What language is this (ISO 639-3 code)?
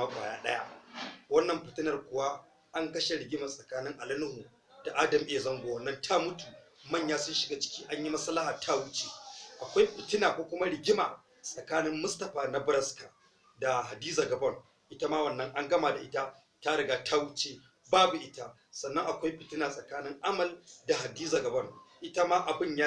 hau